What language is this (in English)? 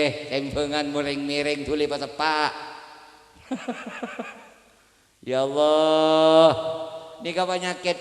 Madurese